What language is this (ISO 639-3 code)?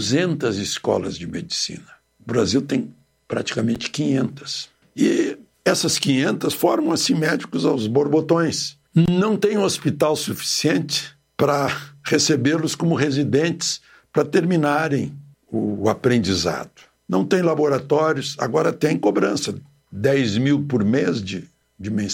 por